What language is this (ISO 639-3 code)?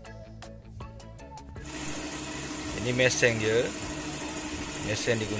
msa